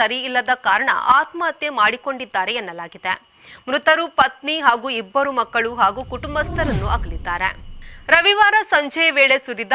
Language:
Kannada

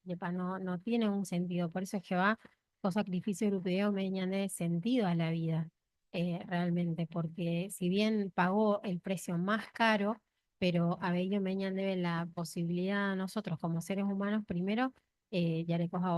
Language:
Guarani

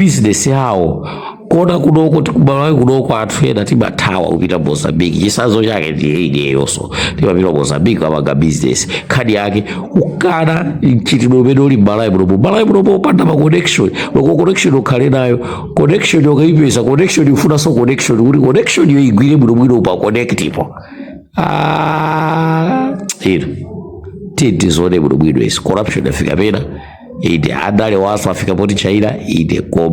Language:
Nyanja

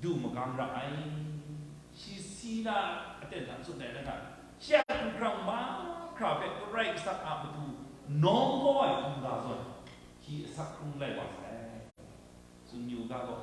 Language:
Kachin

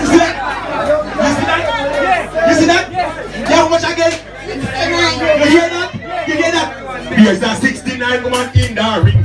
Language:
Jamaican Creole English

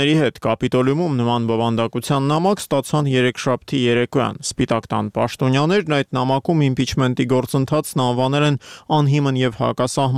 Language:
Armenian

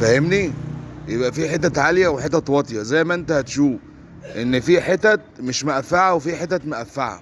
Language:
Egyptian Arabic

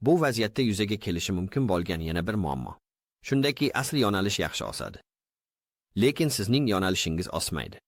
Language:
Uzbek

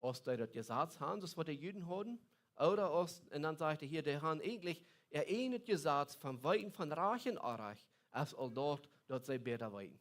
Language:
Plautdietsch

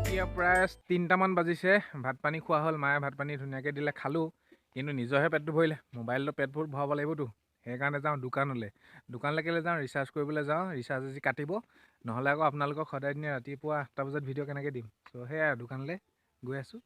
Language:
Assamese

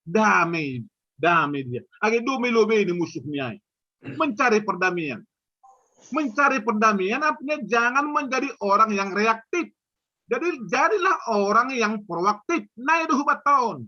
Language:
Batak Simalungun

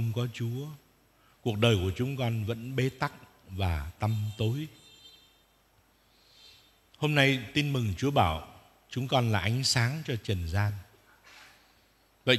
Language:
Vietnamese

